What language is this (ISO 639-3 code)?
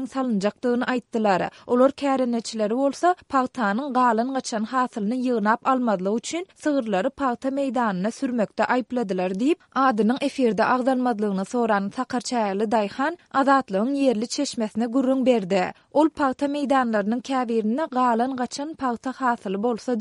tuk